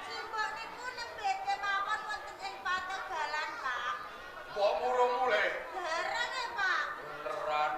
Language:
Javanese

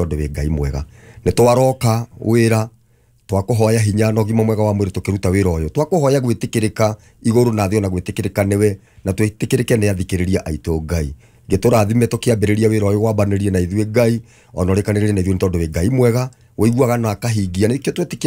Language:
Kikuyu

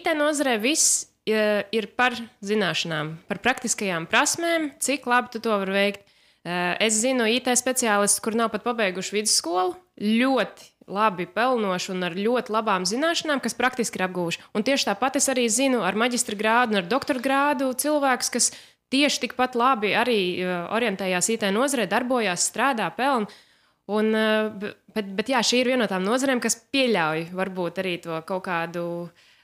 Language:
Latvian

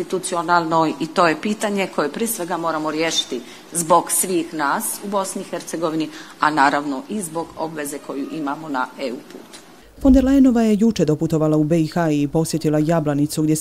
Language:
Bosnian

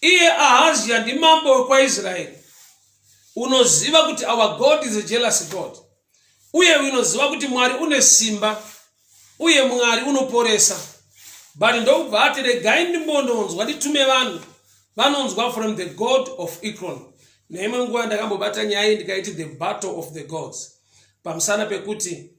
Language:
Shona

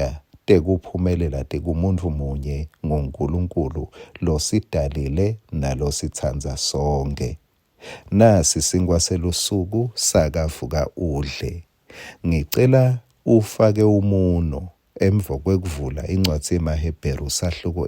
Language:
Swati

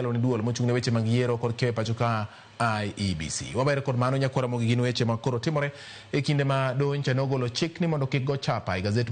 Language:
Luo (Kenya and Tanzania)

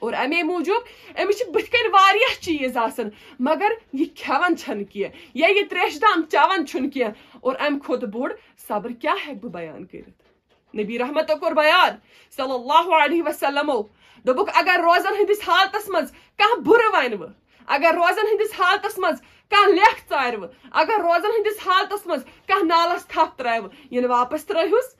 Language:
Kashmiri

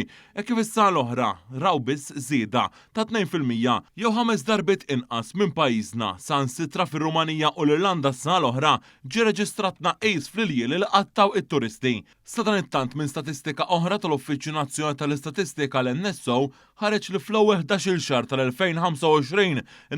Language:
Maltese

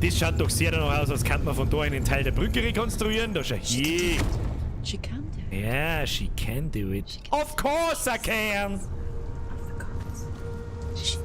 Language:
Bavarian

